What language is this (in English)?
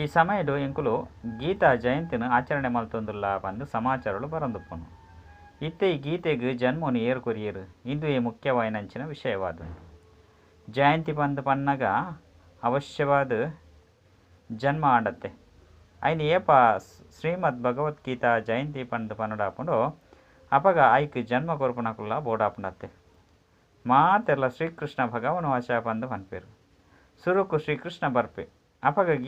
Tulu